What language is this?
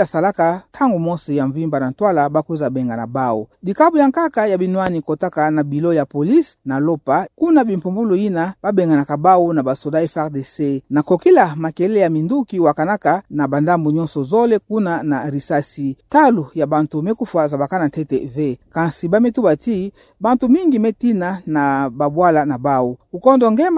Kituba (Democratic Republic of Congo)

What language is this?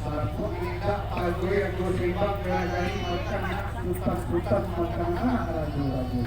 Minangkabau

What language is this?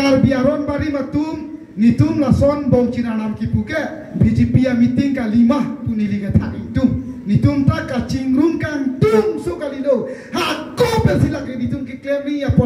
Karbi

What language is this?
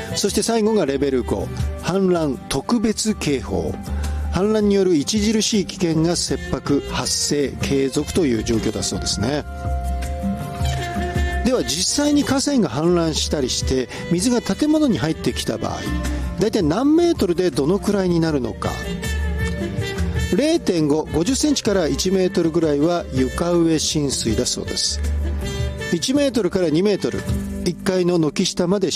Japanese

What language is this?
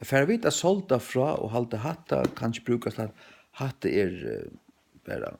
Faroese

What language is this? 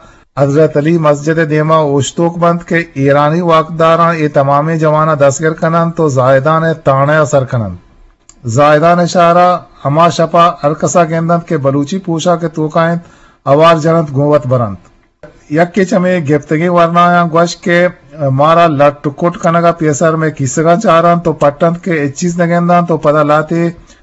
Eastern Balochi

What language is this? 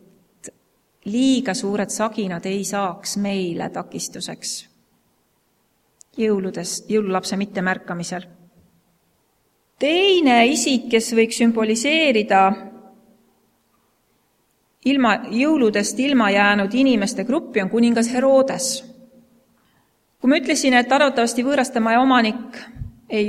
Estonian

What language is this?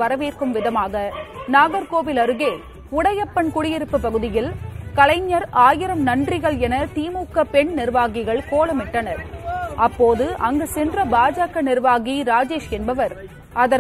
Tamil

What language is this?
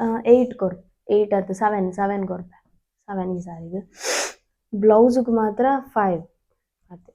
Tulu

